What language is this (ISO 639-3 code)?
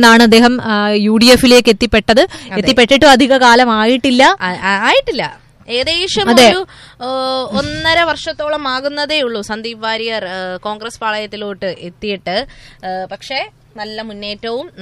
mal